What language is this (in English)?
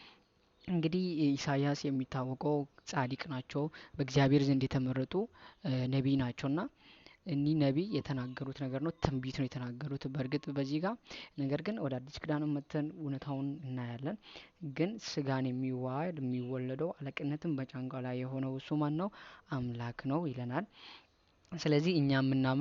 Amharic